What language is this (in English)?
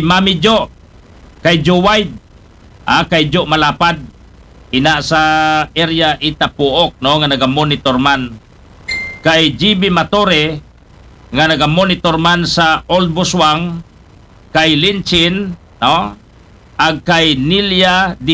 Aklanon